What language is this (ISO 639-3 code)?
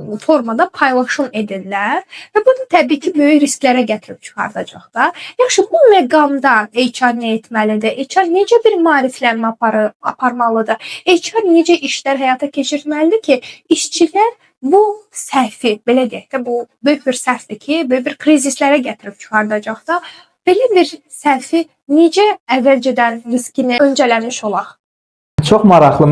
aze